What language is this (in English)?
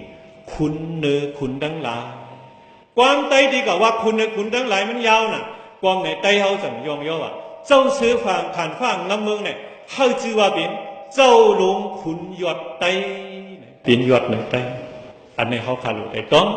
Shan